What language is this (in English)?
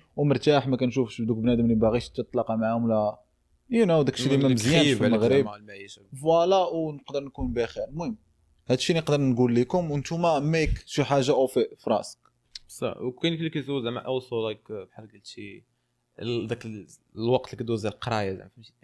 Moroccan Arabic